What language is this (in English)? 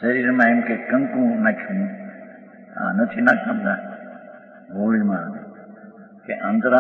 Gujarati